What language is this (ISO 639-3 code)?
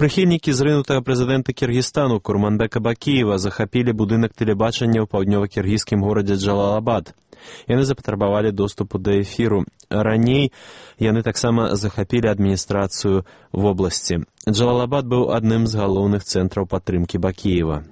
bel